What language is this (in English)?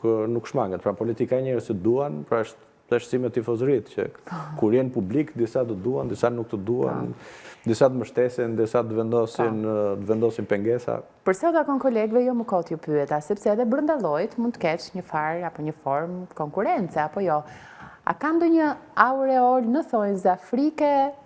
Albanian